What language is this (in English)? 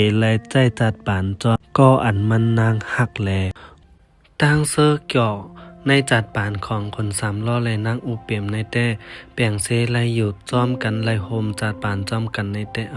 Shan